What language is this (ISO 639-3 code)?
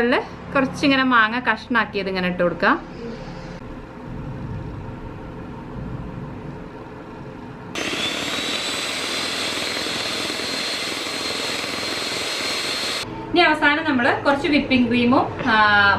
mal